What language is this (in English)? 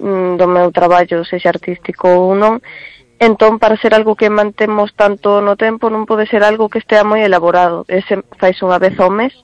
Galician